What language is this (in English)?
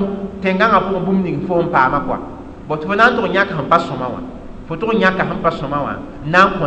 Mossi